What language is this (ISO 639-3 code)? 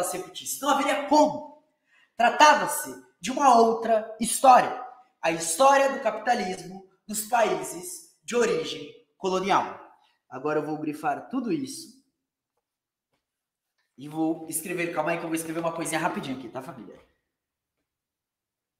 por